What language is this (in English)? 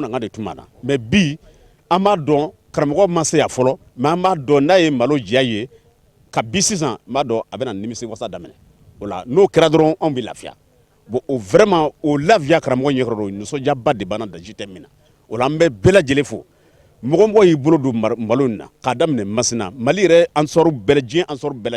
Bambara